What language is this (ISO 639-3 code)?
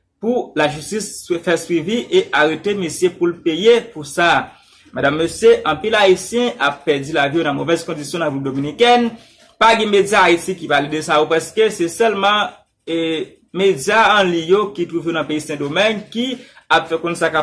hat